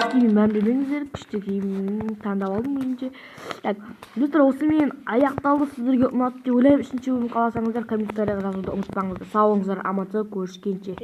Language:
Kazakh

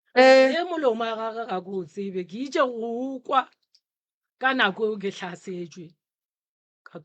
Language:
Northern Sotho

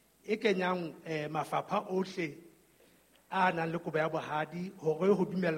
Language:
Southern Sotho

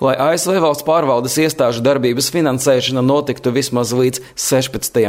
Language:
Latvian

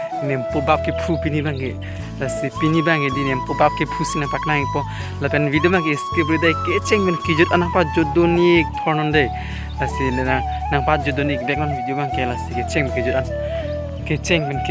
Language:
Karbi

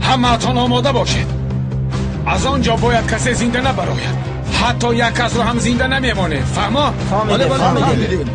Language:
Tajik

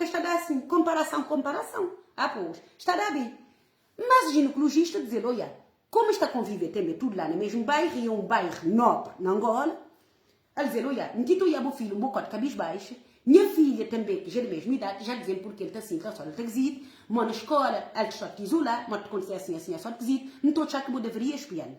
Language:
Kabuverdianu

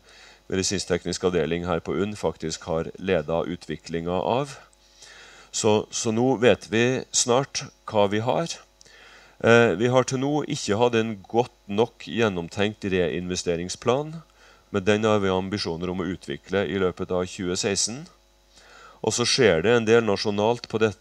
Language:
Norwegian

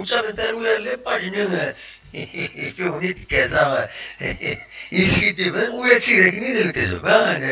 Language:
Kabyle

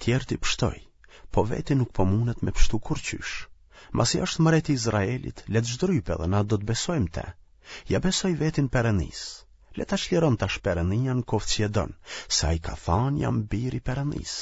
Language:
Albanian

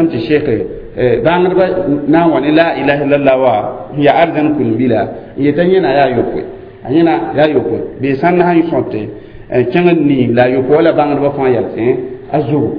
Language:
Mossi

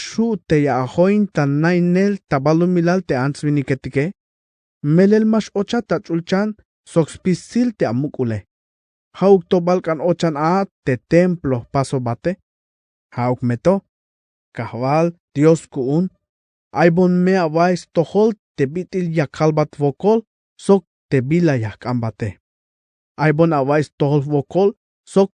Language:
Tzeltal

